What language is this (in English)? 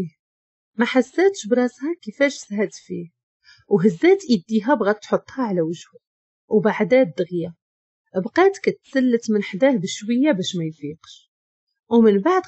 Moroccan Arabic